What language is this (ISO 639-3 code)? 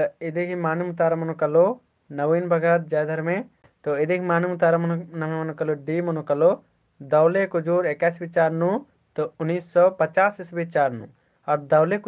kru